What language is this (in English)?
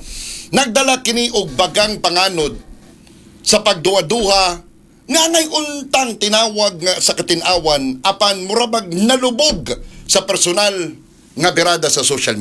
Cebuano